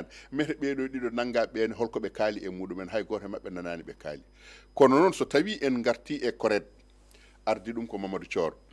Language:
Fula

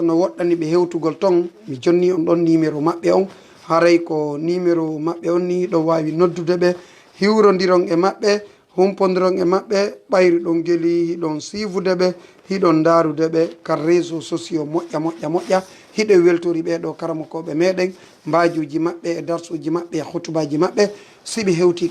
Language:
Fula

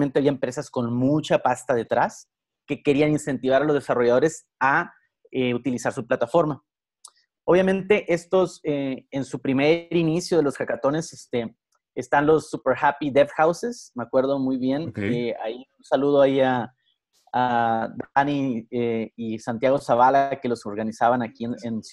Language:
Spanish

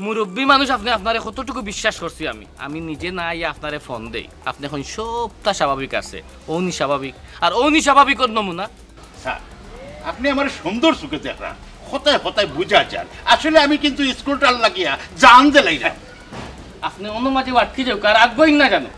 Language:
Sylheti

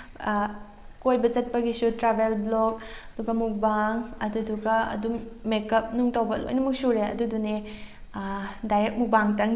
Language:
Manipuri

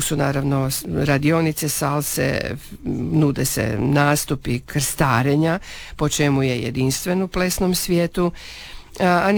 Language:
Croatian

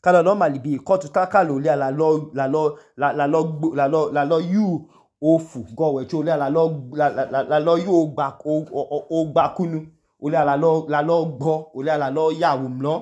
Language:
Idoma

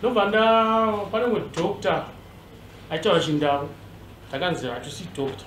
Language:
Shona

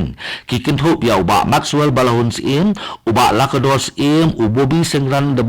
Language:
Khasi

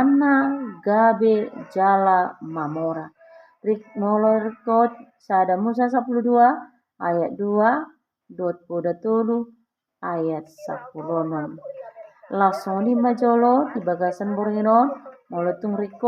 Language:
Batak Toba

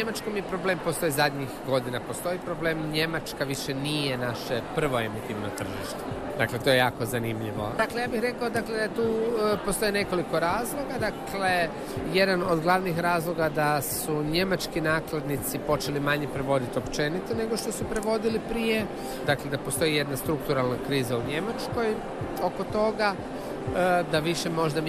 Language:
Croatian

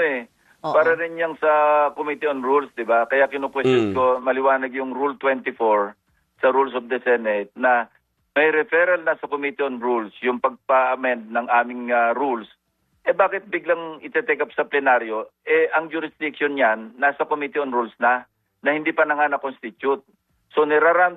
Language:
Filipino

